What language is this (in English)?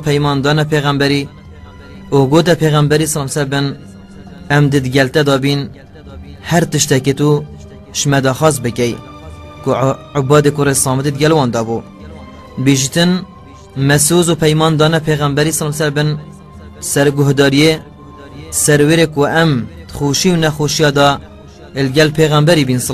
Kurdish